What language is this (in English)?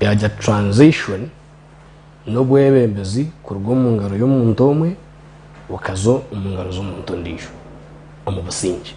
Nyankole